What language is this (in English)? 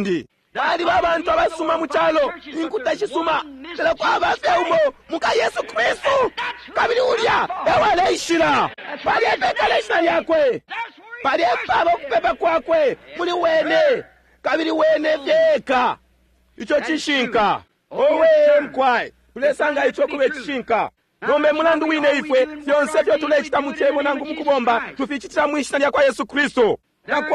Bemba